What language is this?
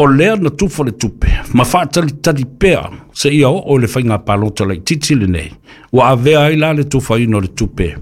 Samoan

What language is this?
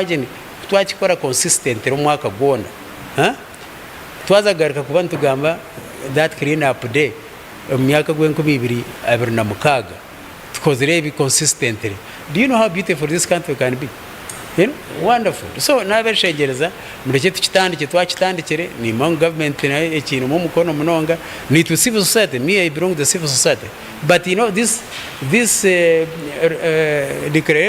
Nyankole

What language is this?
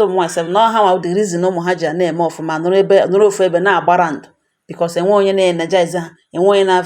Igbo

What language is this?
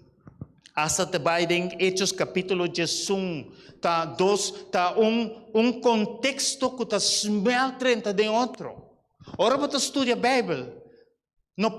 Papiamento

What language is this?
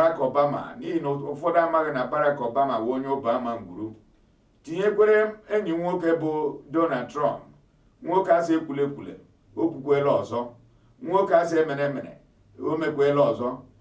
Igbo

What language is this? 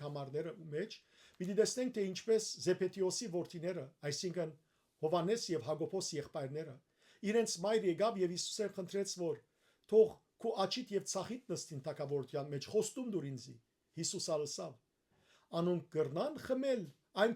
Western Armenian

